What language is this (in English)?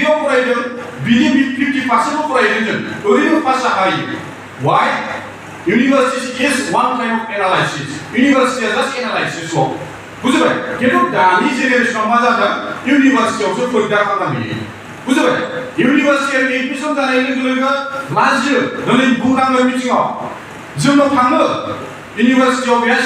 Bodo